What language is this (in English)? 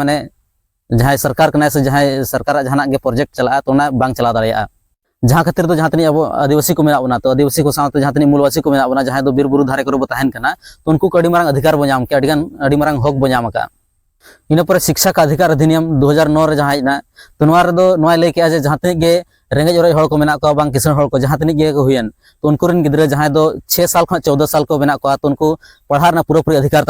Santali